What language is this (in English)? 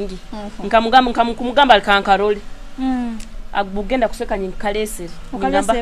Nyoro